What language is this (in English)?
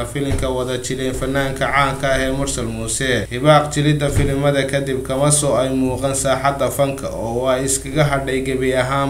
Somali